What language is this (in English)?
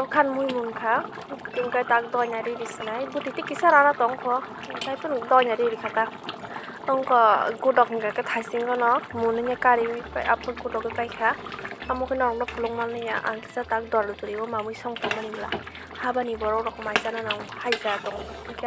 Kok Borok